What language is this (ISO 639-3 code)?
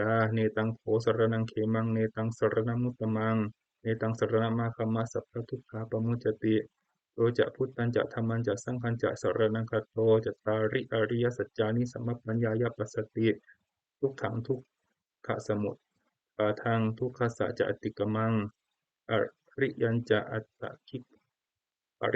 pli